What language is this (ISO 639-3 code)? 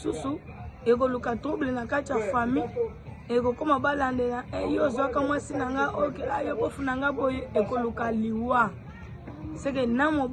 lin